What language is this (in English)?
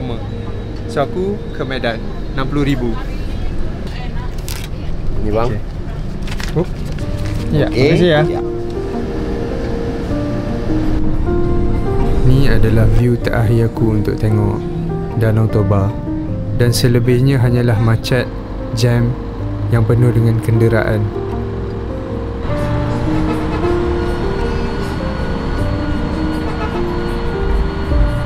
Malay